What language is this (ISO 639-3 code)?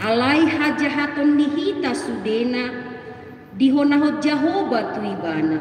bbc